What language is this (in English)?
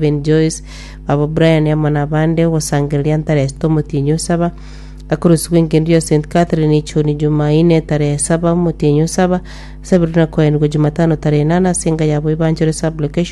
Gusii